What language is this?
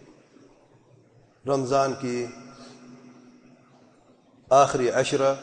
Urdu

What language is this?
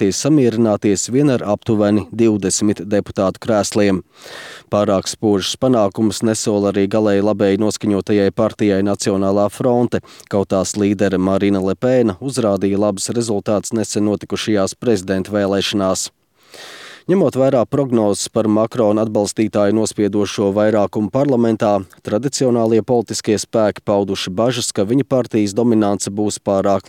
Latvian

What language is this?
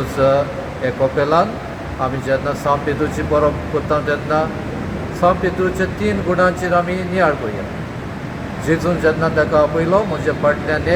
Konkani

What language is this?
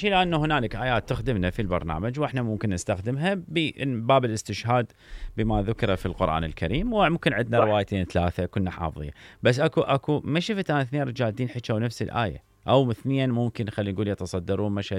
Mesopotamian Arabic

